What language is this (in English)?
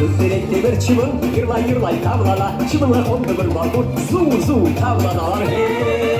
Crimean Tatar